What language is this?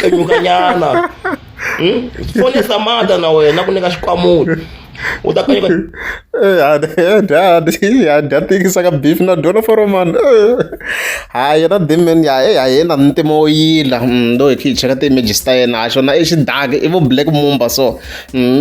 Tsonga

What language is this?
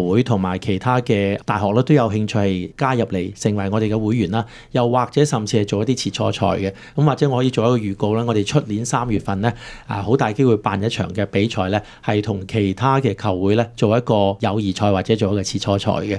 Cantonese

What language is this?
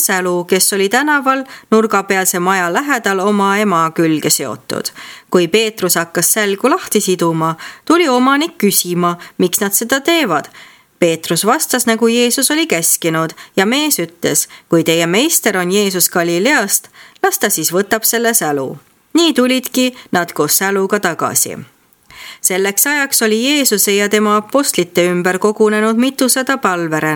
Estonian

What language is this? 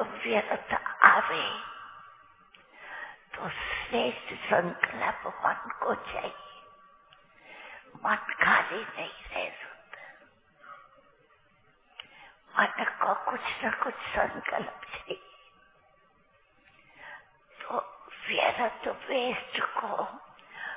Hindi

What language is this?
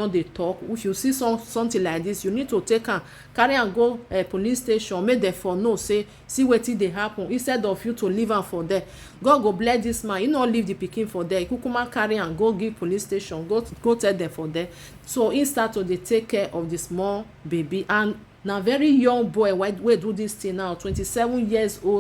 Nigerian Pidgin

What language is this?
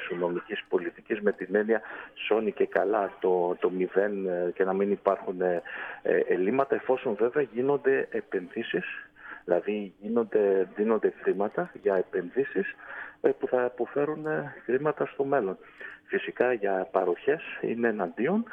Greek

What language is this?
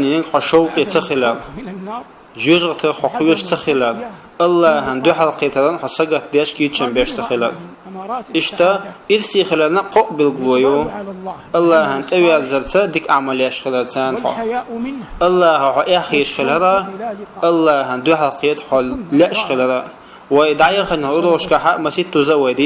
Chechen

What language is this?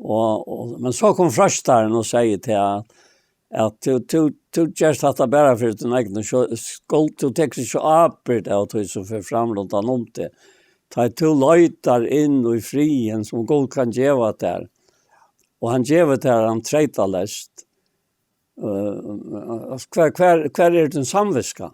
Faroese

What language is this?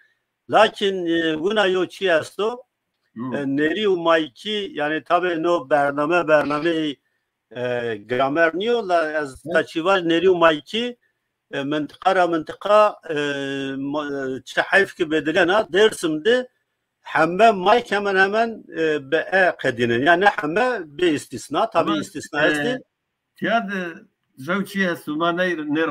Zaza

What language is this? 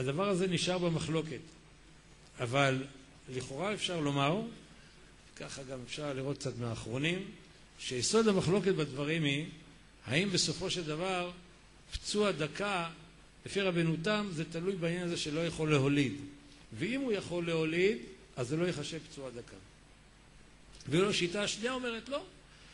Hebrew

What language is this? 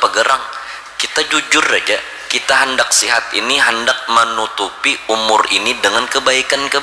Banjar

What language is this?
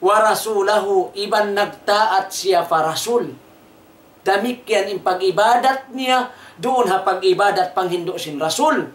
Tausug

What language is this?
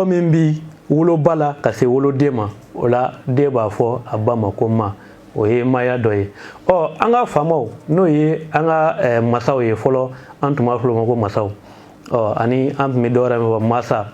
Bambara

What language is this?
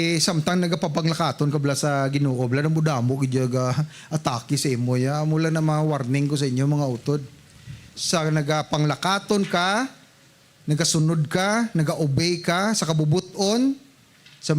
Hiligaynon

